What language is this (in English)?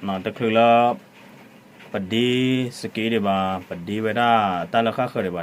S'gaw Karen